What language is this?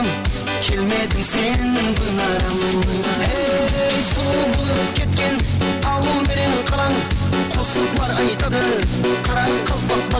Kara-Kalpak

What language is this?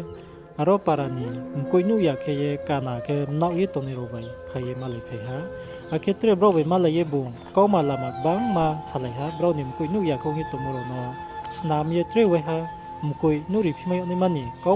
Riang (India)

